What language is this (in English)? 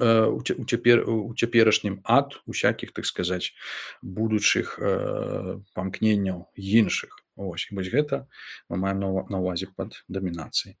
Belarusian